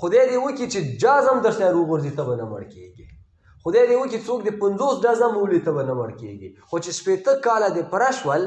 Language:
Pashto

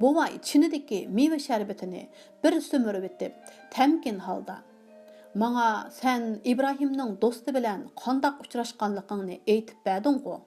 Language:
Uyghur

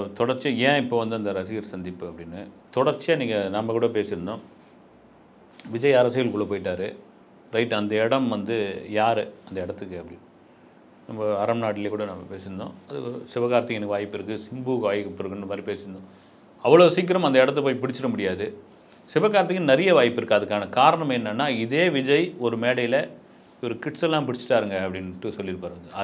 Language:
Tamil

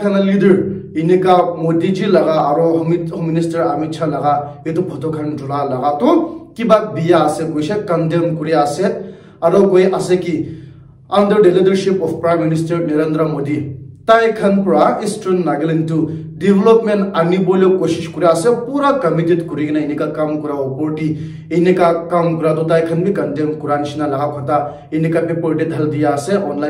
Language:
Naga Pidgin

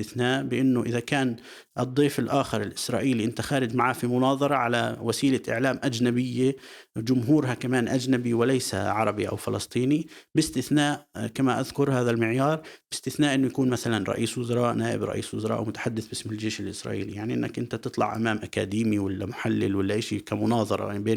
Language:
North Levantine Arabic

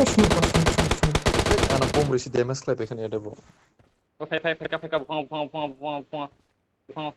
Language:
Kok Borok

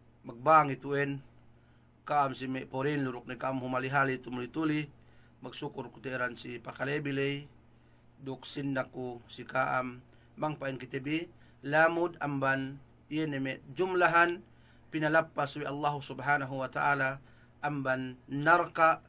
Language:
Yakan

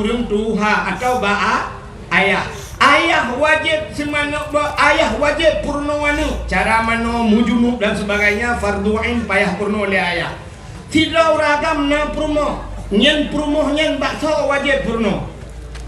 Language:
Achinese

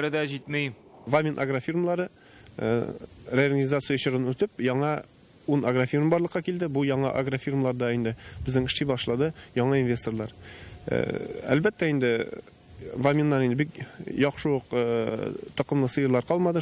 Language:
Tatar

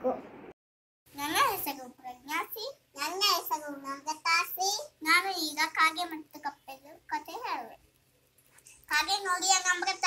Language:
Kannada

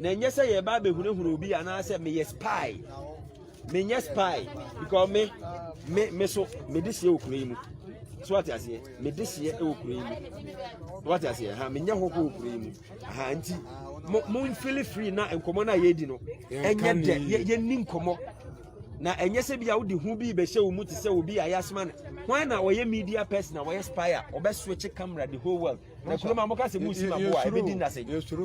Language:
Akan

